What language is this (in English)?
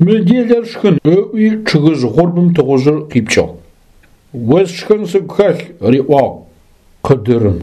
Adyghe